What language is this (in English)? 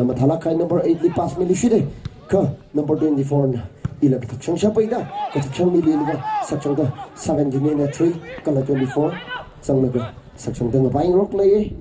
Tangkhul Naga (India)